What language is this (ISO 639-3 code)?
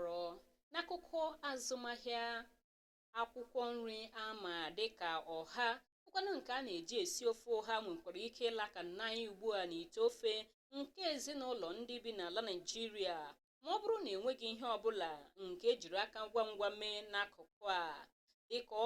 ibo